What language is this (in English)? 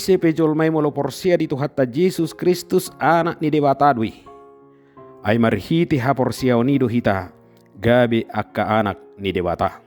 Batak Toba